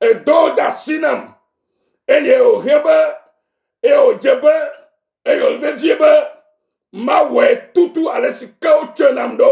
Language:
Ewe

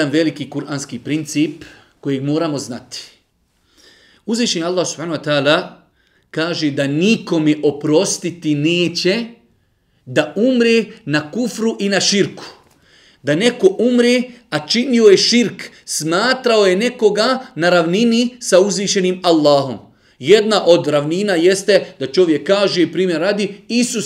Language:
Bosnian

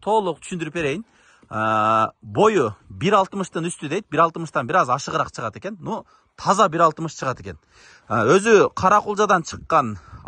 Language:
Kyrgyz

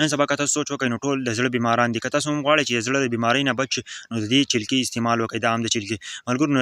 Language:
Pashto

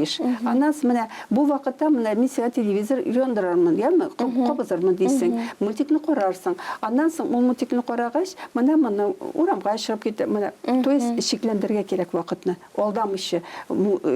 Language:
Tatar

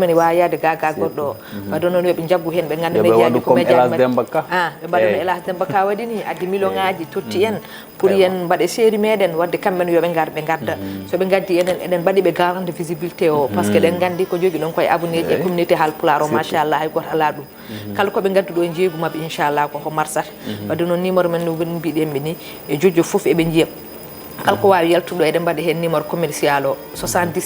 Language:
Fula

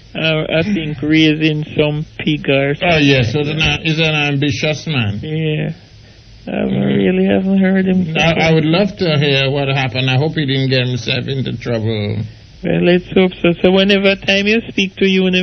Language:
Jamaican Creole English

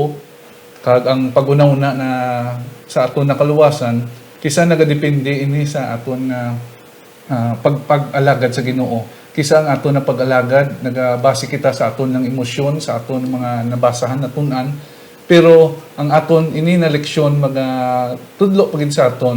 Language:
Hiligaynon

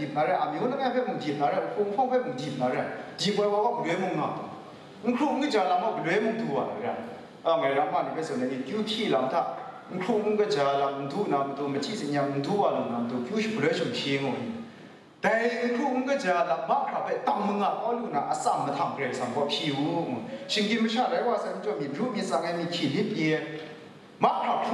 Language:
Kachin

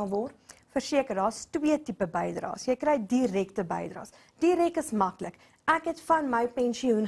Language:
Afrikaans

